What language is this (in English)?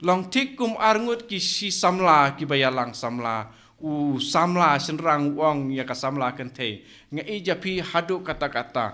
Khasi